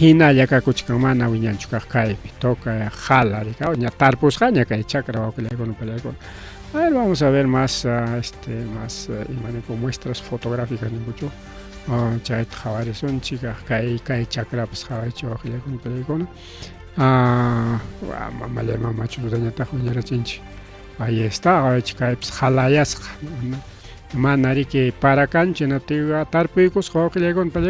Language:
Ayacucho Quechua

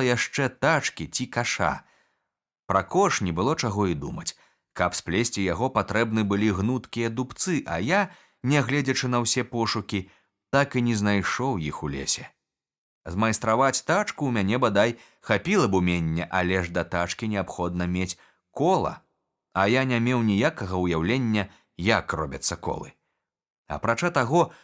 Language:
Belarusian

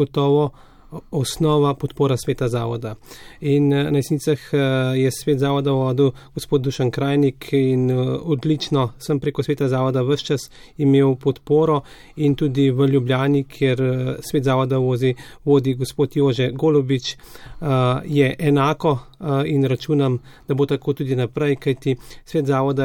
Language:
Slovenian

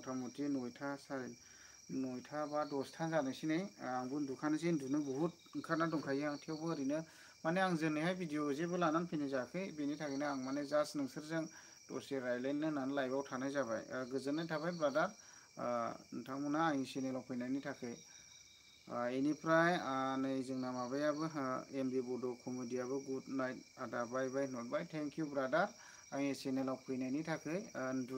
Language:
Bodo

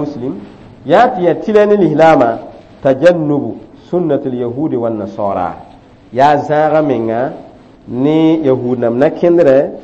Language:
Mossi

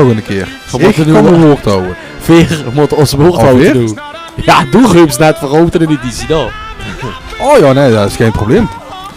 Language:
Limburgish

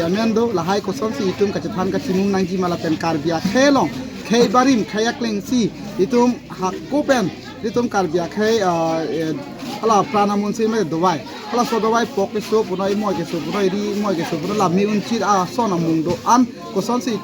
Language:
Karbi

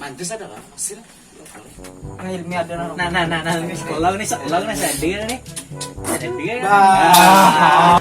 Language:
Banjar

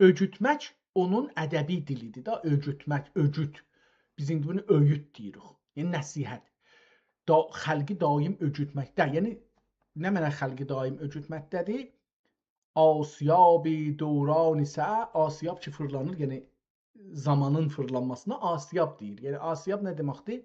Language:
South Azerbaijani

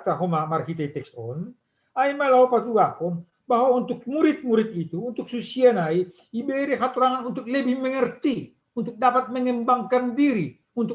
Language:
Batak Simalungun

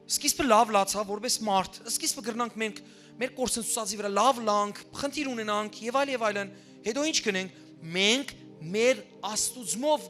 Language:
Western Armenian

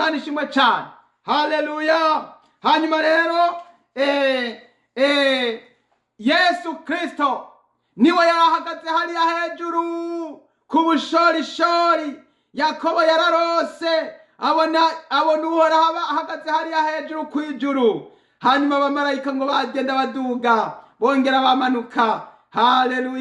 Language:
Rundi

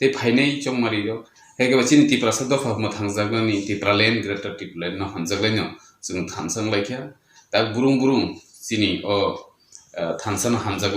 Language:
Kok Borok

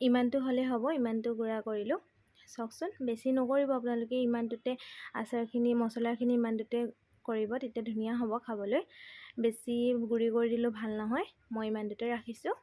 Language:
Assamese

